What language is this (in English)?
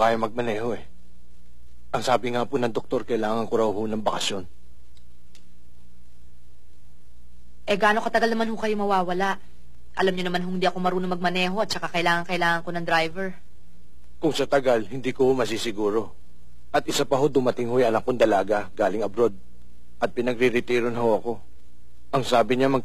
Filipino